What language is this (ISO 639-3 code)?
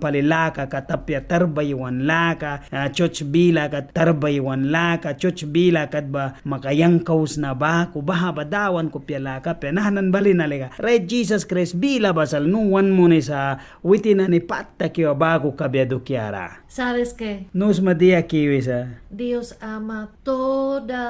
miq